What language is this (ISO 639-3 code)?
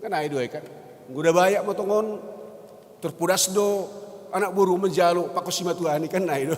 bts